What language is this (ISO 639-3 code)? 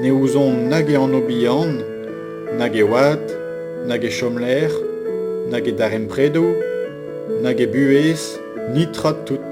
bre